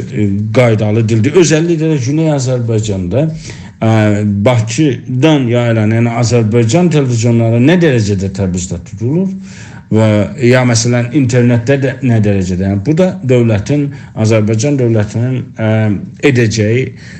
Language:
South Azerbaijani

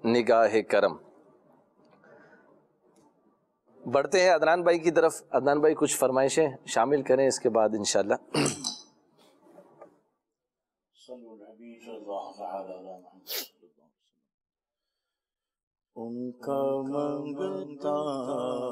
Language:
Urdu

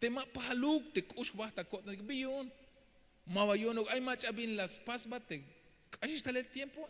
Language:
Tzeltal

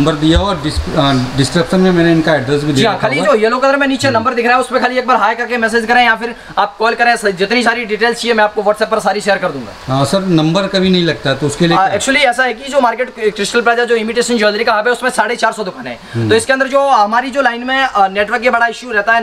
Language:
Hindi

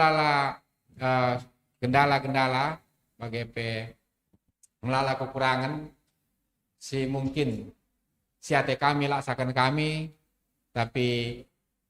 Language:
Batak Karo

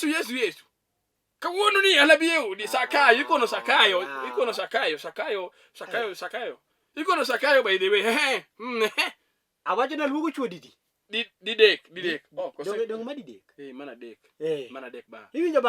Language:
Luo (Kenya and Tanzania)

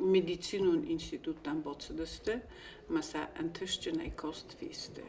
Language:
Ossetic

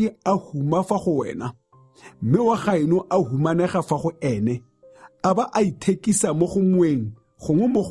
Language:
Tswana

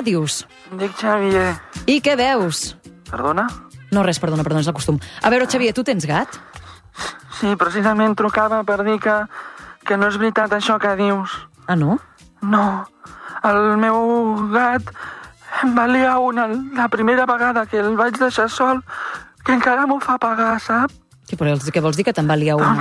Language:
Catalan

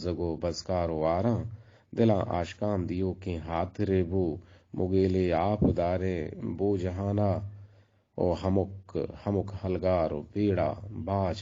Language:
Eastern Balochi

